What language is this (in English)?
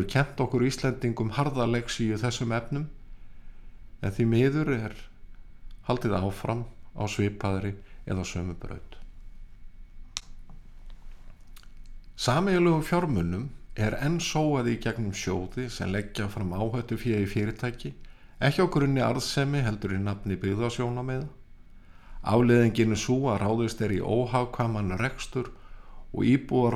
Icelandic